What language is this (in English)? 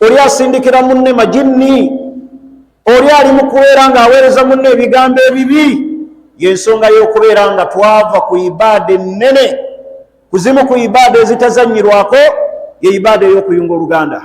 Ganda